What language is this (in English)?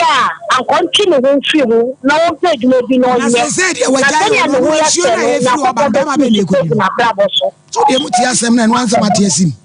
Akan